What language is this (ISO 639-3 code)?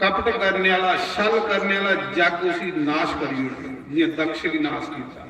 doi